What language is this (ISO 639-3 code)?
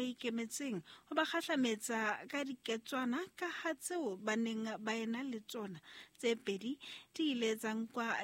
sot